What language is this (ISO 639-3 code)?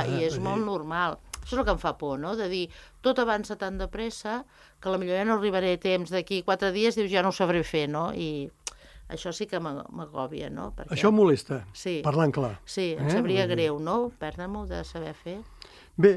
cat